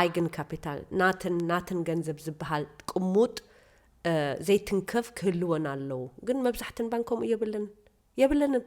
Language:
Tigrinya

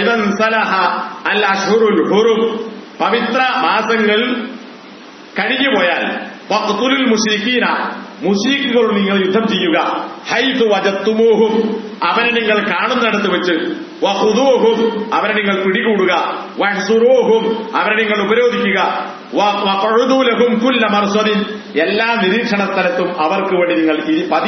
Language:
Malayalam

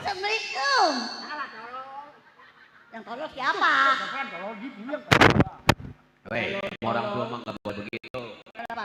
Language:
Betawi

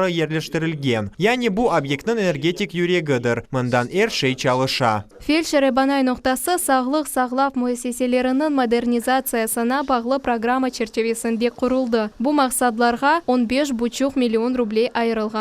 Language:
Crimean Tatar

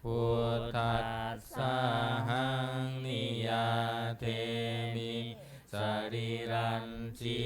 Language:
Pali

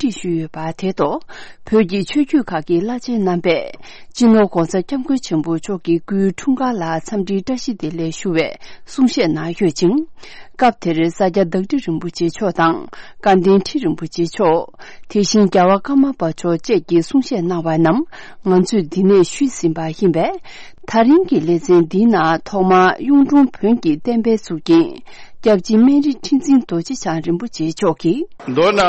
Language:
Tibetan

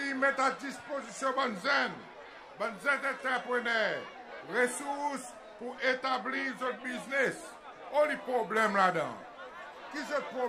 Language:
Seselwa Creole French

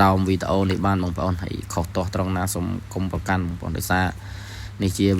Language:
Khmer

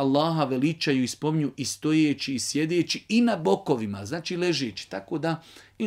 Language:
Bosnian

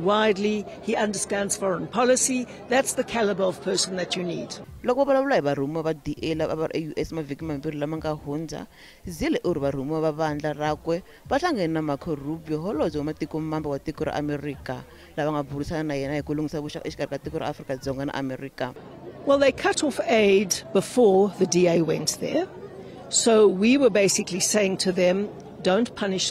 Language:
Tsonga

